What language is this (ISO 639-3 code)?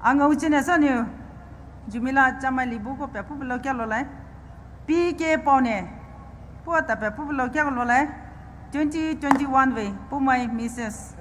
pmx